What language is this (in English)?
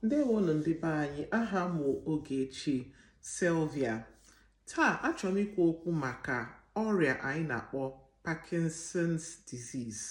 Igbo